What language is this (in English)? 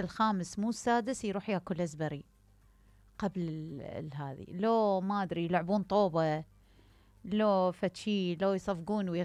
Mesopotamian Arabic